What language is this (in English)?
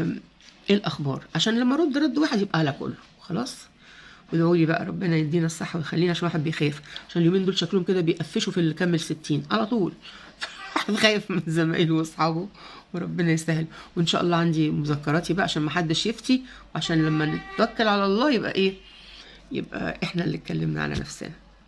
Egyptian Arabic